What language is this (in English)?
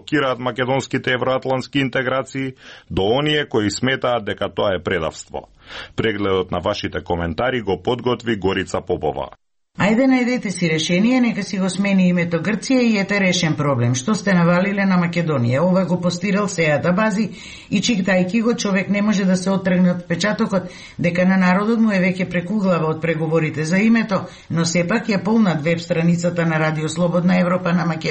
Macedonian